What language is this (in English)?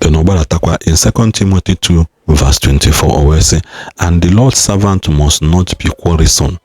Igbo